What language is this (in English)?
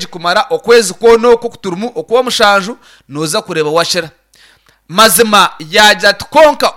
Nyankole